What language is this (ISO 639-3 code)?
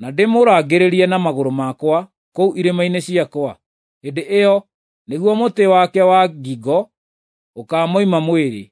kik